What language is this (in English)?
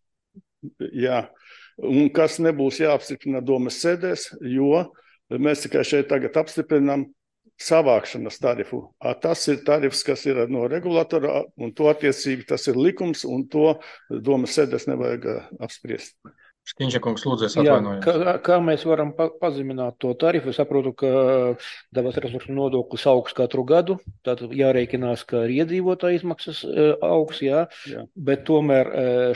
Latvian